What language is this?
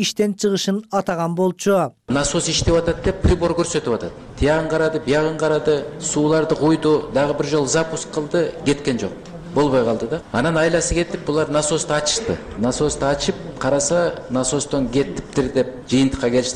Kyrgyz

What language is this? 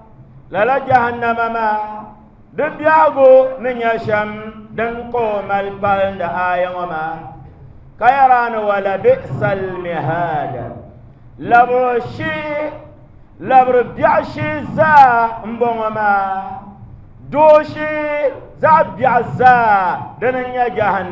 Dagbani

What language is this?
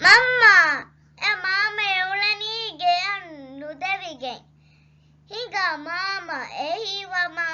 Divehi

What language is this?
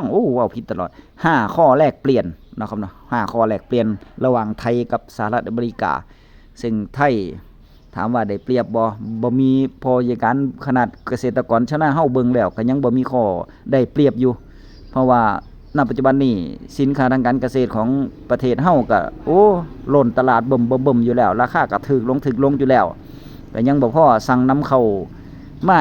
Northeastern Thai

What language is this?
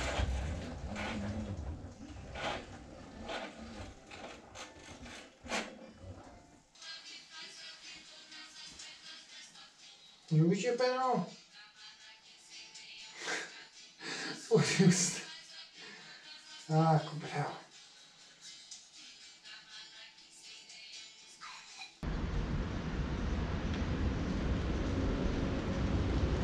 Croatian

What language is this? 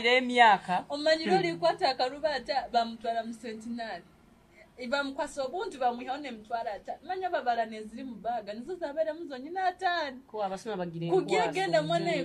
Nyoro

